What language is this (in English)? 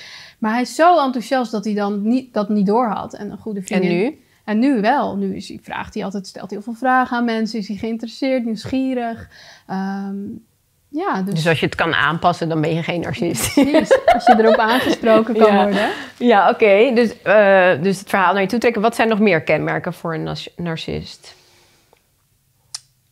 Dutch